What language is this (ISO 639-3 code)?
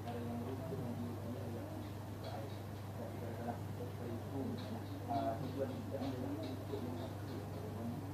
msa